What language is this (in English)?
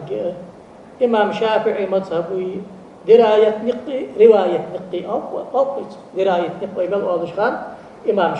Ingush